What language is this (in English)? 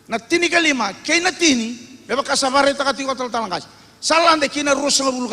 Fijian